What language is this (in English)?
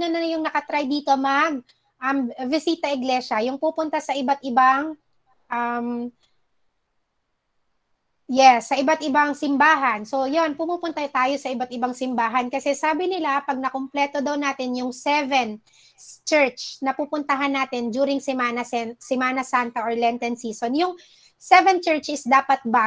Filipino